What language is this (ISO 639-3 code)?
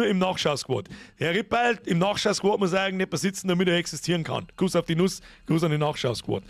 bar